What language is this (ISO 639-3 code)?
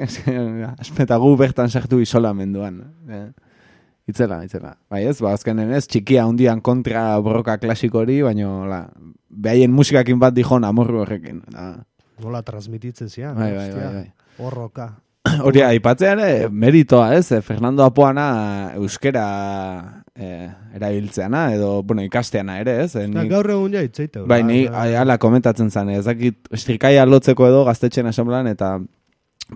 eus